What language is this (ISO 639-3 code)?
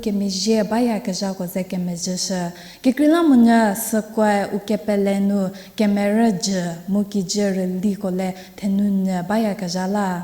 njm